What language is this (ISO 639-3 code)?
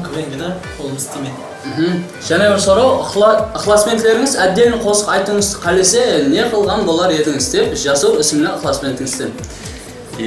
kaa